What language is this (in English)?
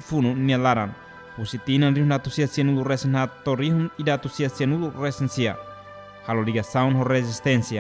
Tetum